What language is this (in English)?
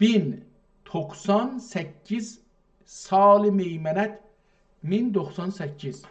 South Azerbaijani